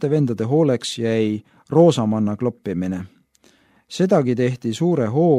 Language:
Estonian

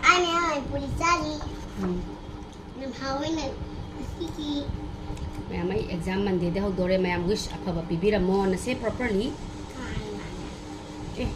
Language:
Manipuri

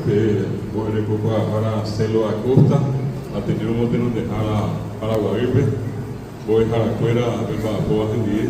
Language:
Guarani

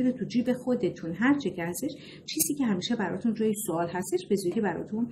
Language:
Persian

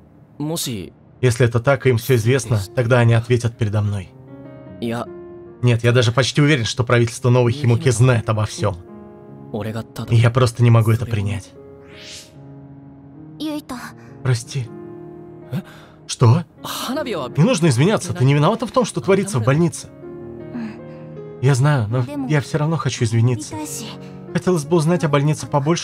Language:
Russian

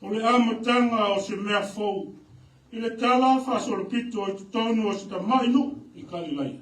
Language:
Samoan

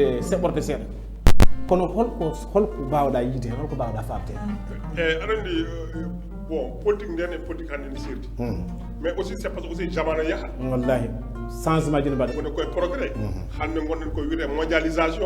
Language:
Fula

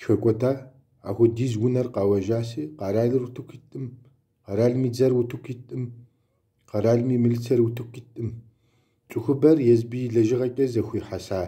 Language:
Kabardian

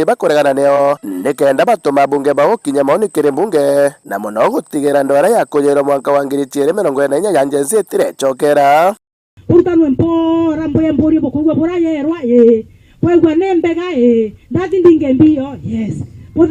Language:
Meru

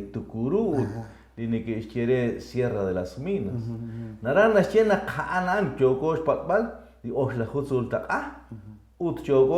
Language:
Kekchí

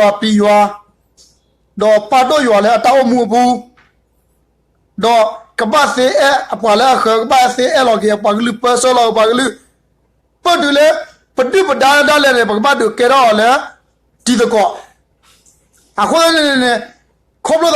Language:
S'gaw Karen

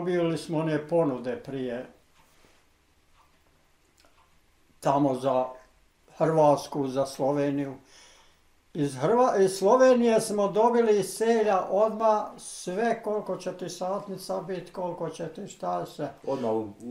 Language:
Bosnian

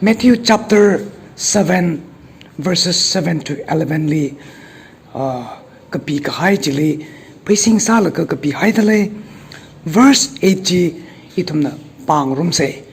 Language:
Tangkhul Naga (India)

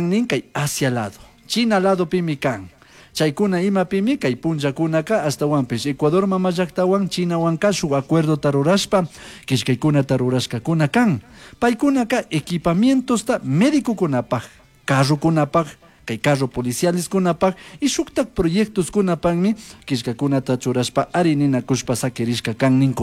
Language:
Chimborazo Highland Quichua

